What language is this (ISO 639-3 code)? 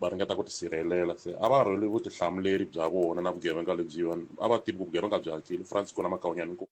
tso